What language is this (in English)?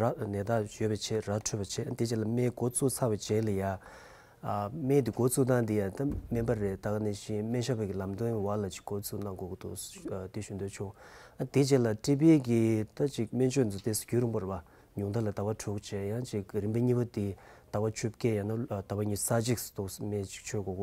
Tibetan